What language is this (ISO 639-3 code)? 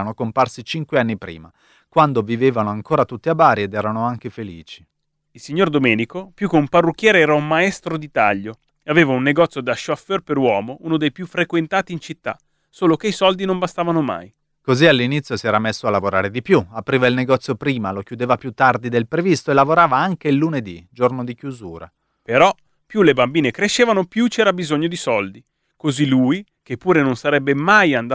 ita